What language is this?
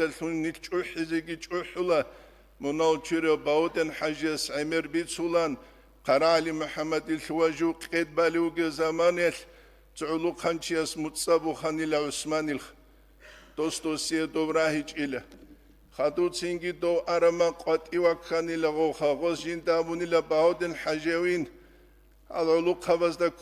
Avaric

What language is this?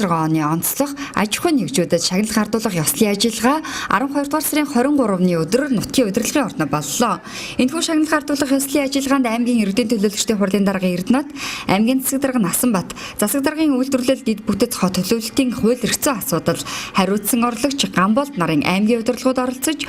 Mongolian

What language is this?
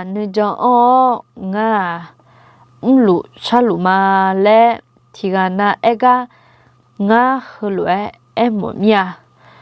Akha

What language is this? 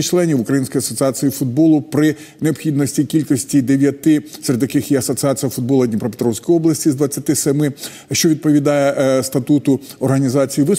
Ukrainian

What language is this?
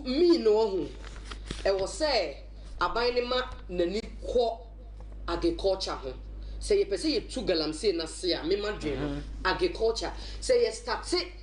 Akan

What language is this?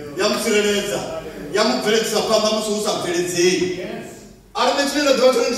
Venda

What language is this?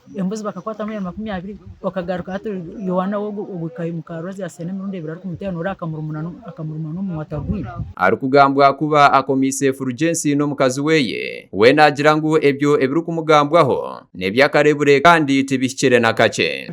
Nyankole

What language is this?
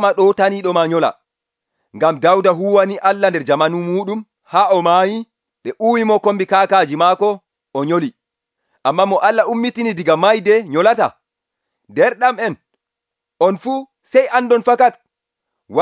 Nigerian Fulfulde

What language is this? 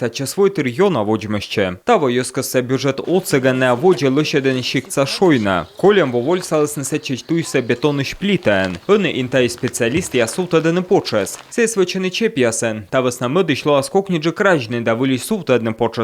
Komi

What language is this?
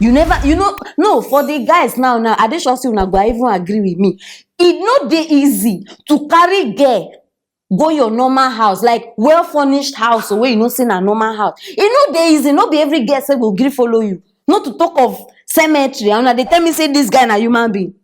Nigerian Pidgin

